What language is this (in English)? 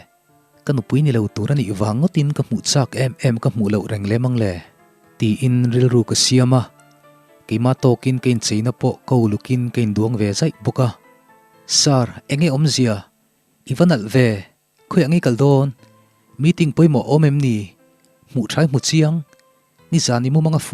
Mizo